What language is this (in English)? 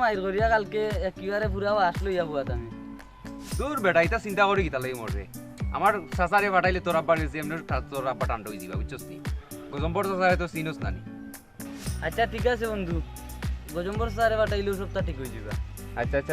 Sylheti